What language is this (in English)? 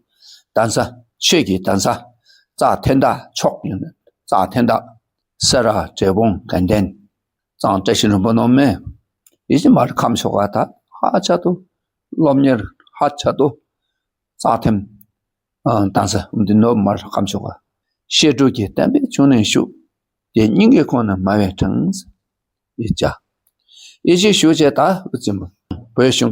Dakpakha